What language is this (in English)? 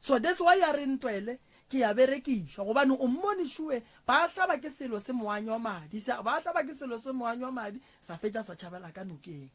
Northern Sotho